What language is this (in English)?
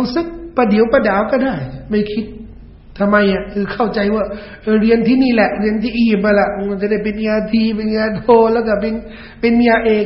Thai